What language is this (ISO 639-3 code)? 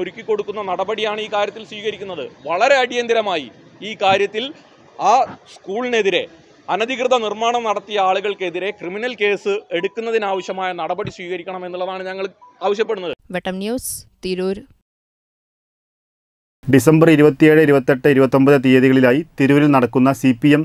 mal